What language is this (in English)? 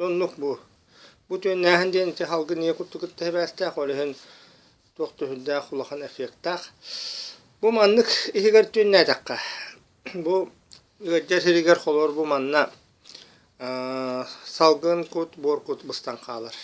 Yakut